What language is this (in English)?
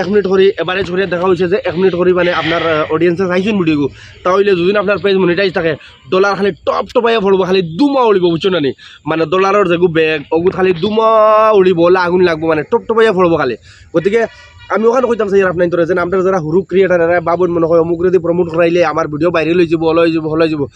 Sylheti